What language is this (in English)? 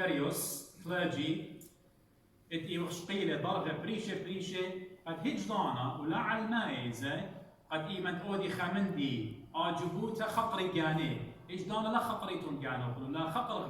Assyrian Neo-Aramaic